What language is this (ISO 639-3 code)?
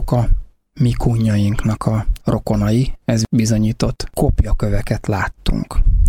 hun